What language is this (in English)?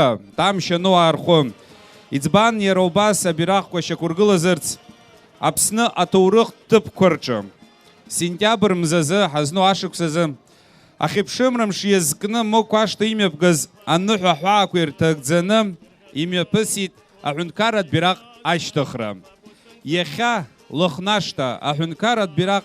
Abkhazian